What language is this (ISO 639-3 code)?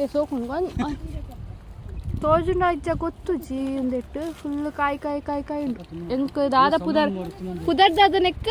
tcy